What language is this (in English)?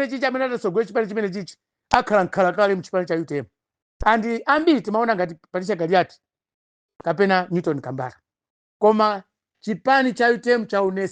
Nyanja